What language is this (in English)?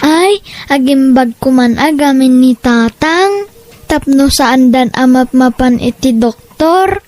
Iloko